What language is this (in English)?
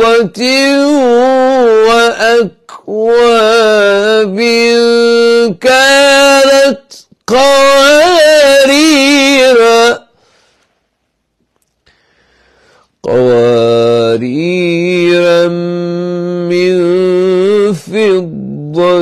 Arabic